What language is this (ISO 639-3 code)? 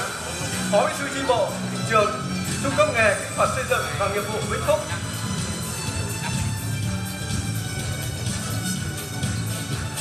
vie